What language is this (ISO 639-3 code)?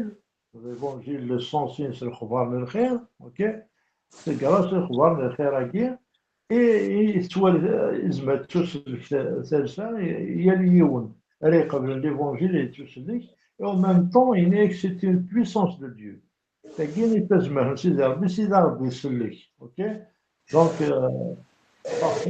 kab